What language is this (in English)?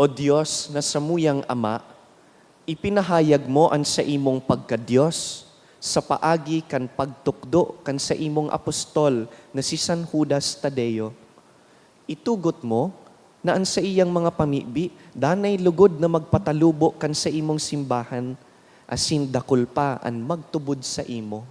Bikol